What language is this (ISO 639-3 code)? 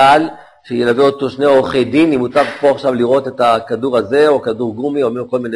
heb